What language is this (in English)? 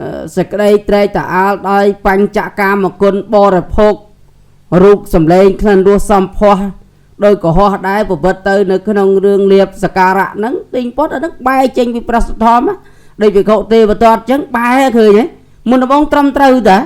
Khmer